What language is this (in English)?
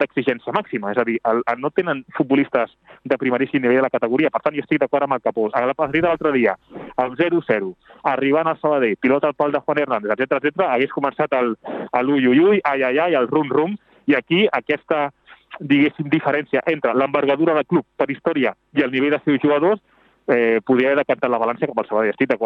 Catalan